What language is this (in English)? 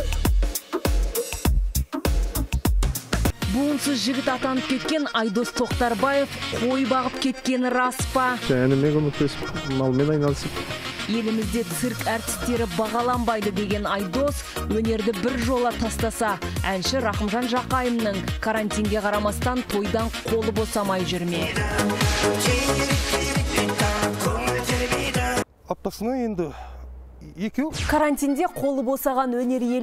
Kazakh